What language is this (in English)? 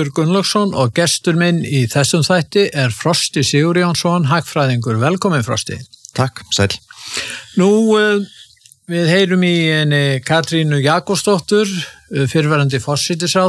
Icelandic